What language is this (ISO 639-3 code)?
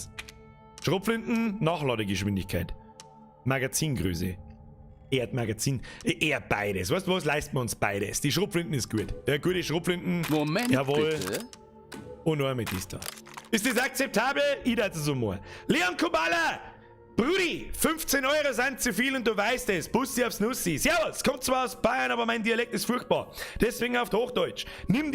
bar